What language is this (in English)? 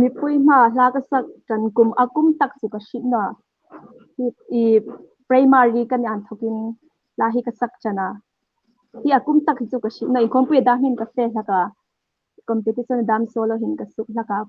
Hmar